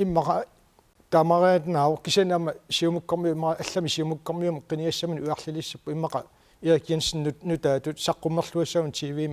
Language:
Kalaallisut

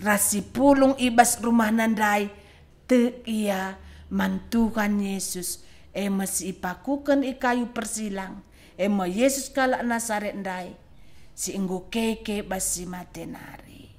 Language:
Batak Karo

